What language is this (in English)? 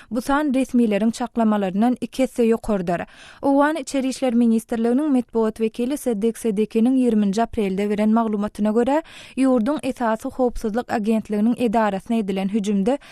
Turkmen